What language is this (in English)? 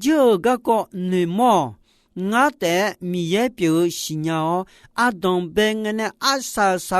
Akha